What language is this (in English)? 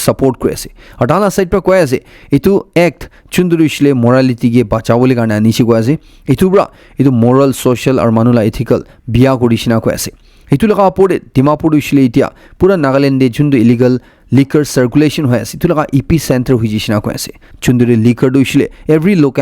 Naga Pidgin